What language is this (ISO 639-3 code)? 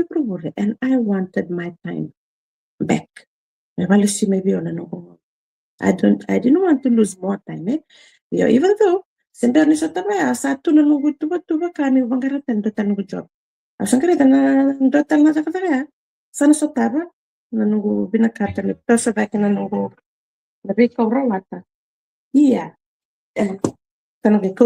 fij